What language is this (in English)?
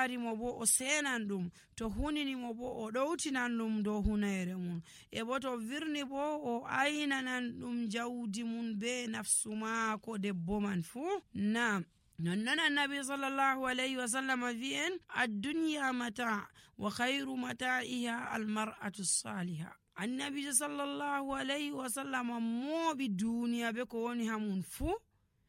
Nigerian Fulfulde